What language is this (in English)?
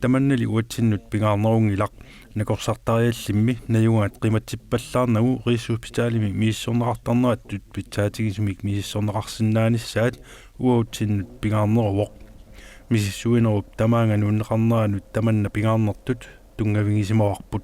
Kalaallisut